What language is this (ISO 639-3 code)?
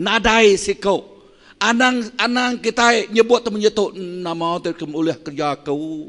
iba